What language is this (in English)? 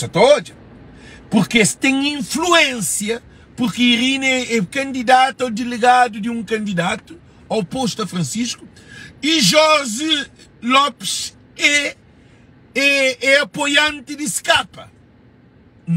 Kabuverdianu